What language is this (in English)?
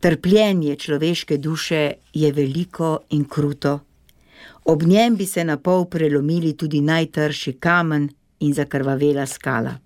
Slovenian